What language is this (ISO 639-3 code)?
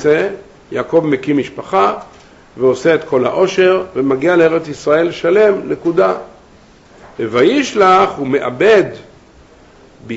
heb